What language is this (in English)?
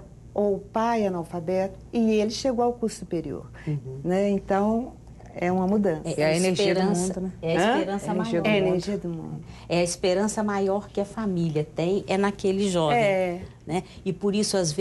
Portuguese